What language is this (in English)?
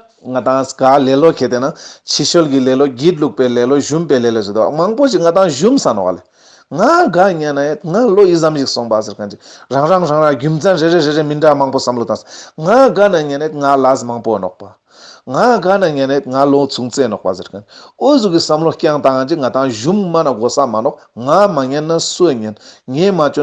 Ladakhi